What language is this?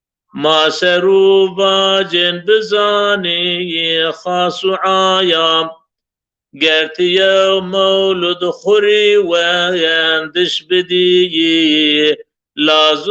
Zaza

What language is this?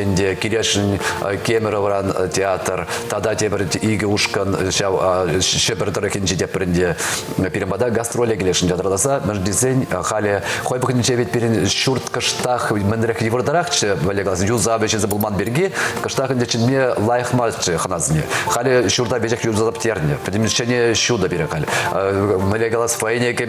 Chuvash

